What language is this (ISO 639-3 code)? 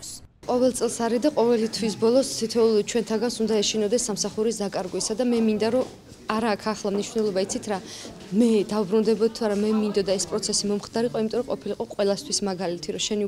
kat